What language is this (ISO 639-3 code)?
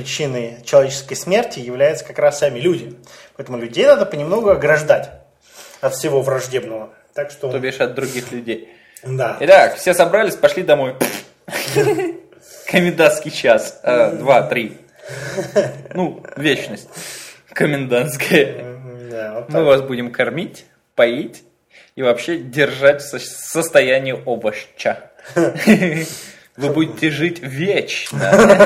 rus